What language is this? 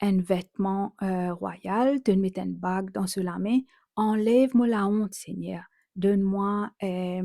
Morisyen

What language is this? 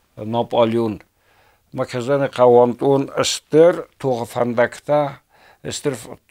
Ossetic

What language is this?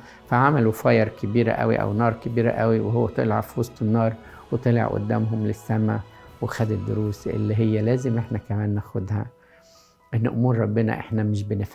Egyptian Arabic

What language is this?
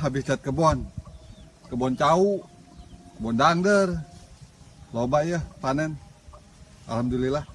Betawi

